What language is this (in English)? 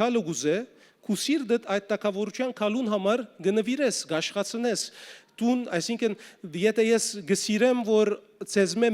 Western Armenian